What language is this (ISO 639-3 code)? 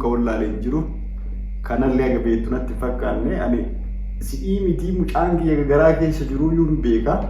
orm